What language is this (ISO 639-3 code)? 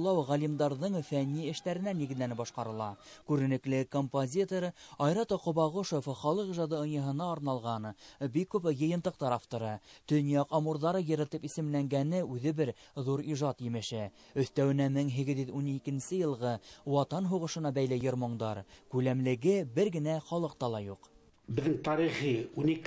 bak